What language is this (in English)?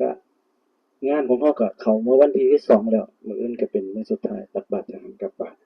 Northeastern Thai